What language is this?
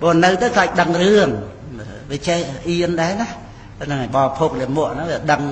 Khmer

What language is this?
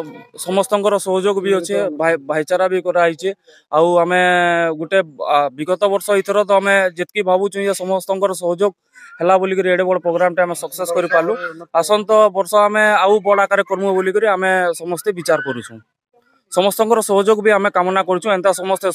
Odia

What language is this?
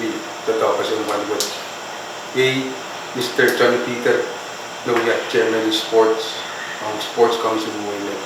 Pohnpeian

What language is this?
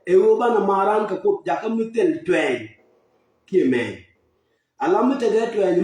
Nuer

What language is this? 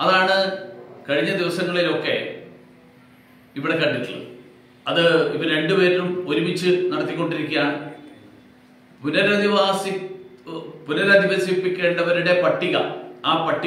Malayalam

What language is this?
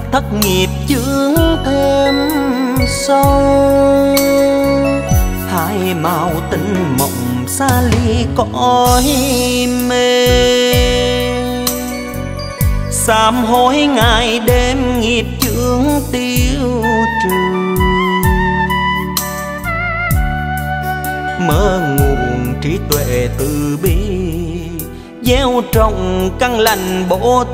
Vietnamese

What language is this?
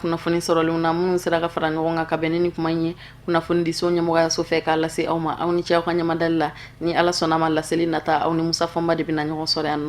Bambara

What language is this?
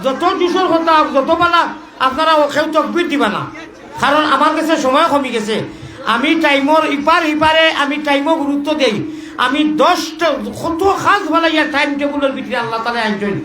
Sylheti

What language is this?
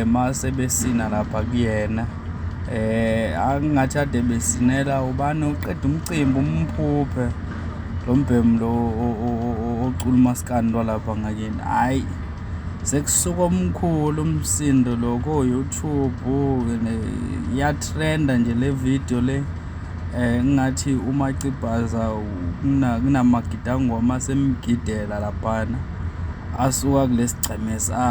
Zulu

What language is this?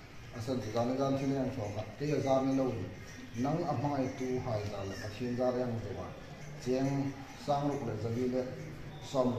Hmar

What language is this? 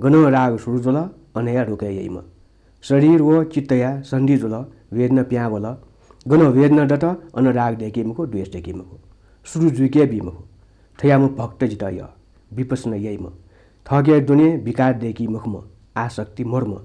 Newari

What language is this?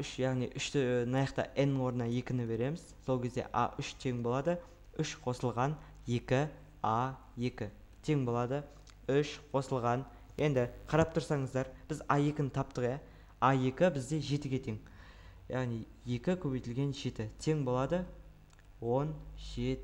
Kazakh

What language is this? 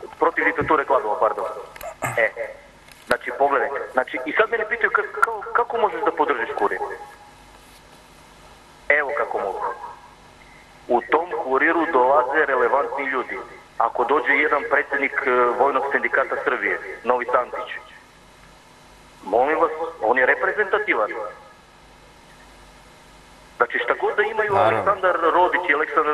Serbian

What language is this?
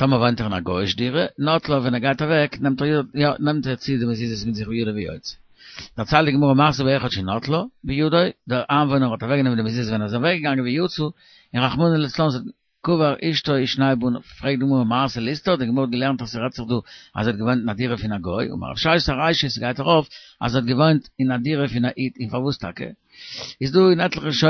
Yiddish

